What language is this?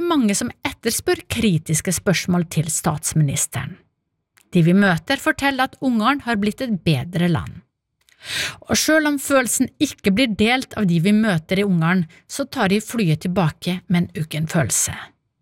Norwegian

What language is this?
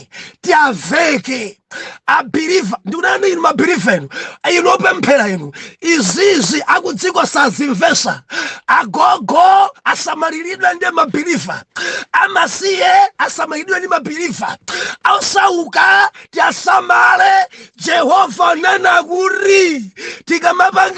Nyanja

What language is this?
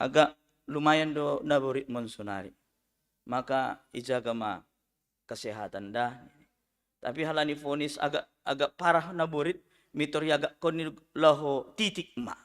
Batak Simalungun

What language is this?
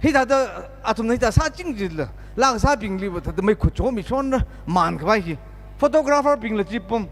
Tangkhul Naga (India)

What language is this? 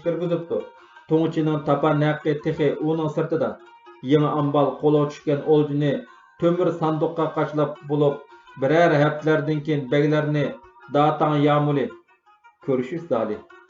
Uyghur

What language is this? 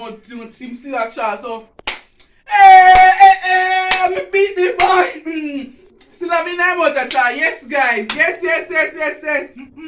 Jamaican Creole English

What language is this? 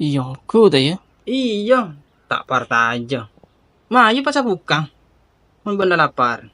Madurese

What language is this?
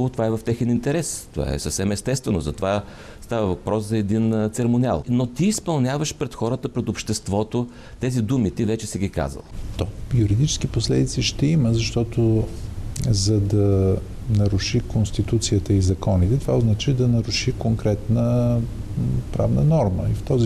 Bulgarian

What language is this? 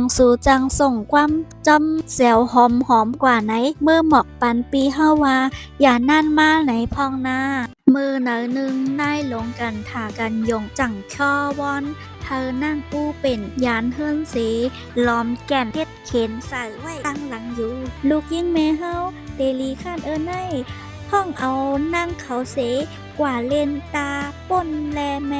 Shan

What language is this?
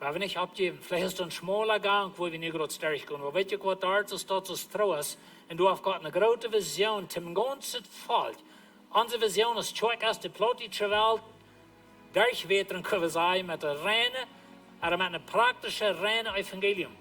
Plautdietsch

